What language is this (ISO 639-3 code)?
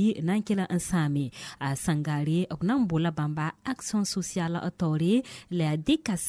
mos